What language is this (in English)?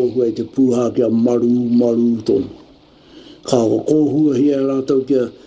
Māori